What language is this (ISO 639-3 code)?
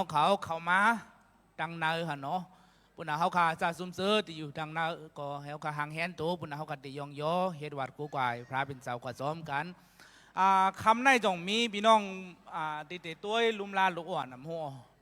shn